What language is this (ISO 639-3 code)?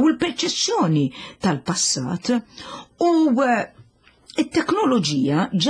mlt